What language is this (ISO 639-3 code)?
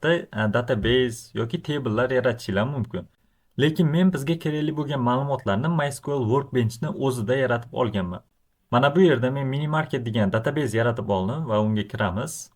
uzb